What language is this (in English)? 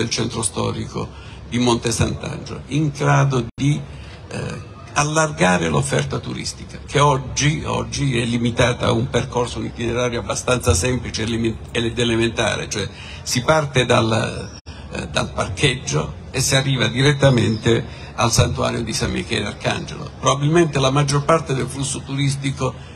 Italian